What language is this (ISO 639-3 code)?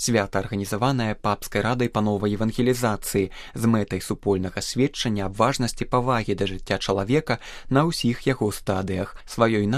bel